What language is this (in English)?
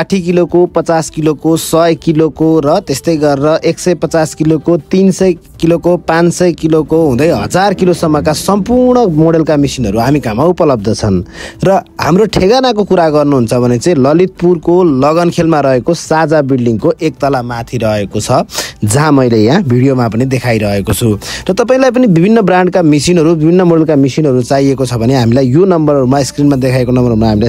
Nepali